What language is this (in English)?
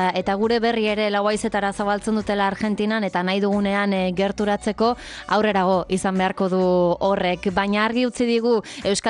Basque